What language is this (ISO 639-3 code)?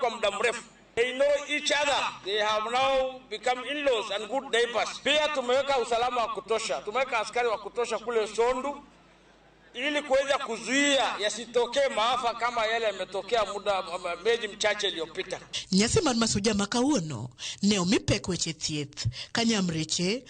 luo